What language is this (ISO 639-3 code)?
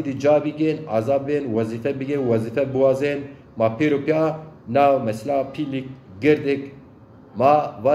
zza